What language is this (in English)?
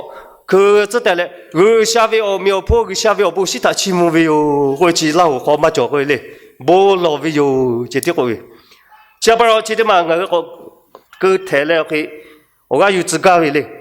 Lahu